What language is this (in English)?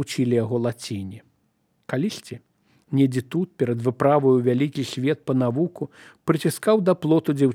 Belarusian